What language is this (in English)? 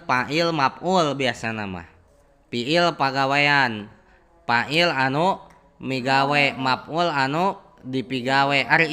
Sundanese